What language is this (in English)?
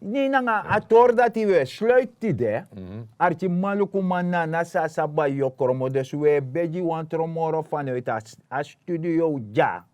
Sranan Tongo